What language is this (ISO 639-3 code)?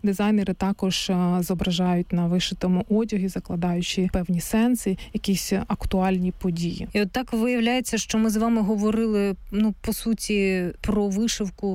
ukr